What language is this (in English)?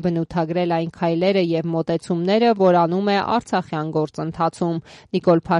Armenian